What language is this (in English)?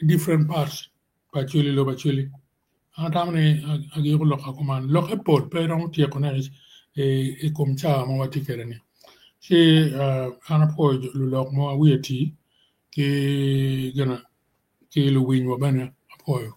Acoli